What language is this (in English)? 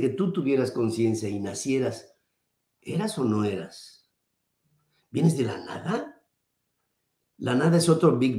Spanish